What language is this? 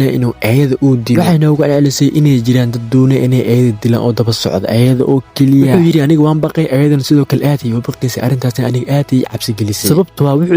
Somali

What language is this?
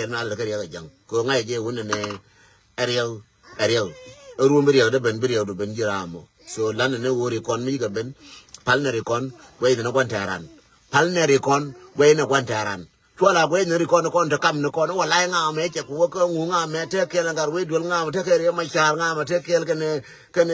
Nuer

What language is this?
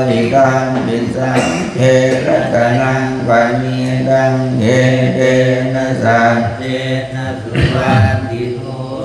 Pali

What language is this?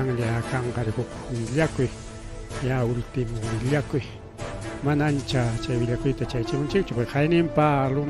Ayacucho Quechua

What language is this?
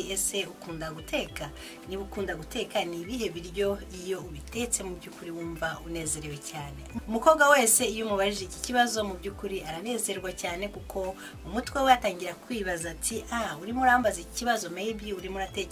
Kinyarwanda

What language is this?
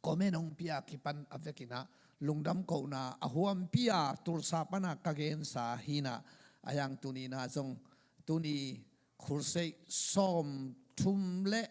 Tedim Chin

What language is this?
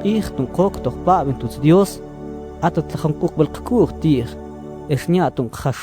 Mam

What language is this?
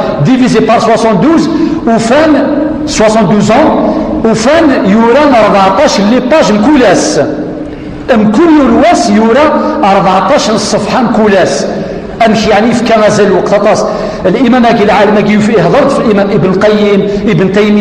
Kabyle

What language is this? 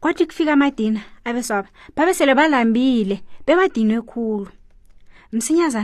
South Ndebele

